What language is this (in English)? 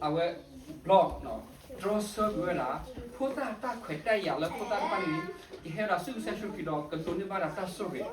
S'gaw Karen